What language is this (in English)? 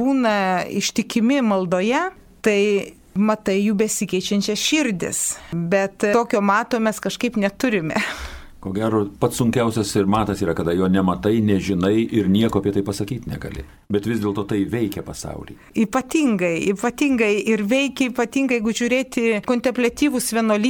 Lithuanian